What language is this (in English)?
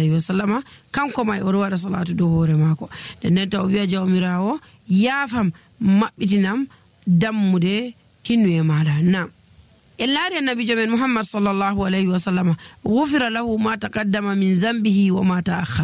Nigerian Fulfulde